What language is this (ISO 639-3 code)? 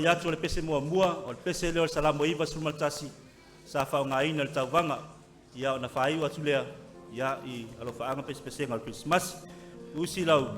smo